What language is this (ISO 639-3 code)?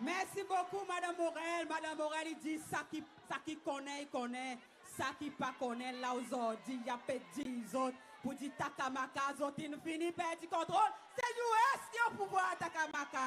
crs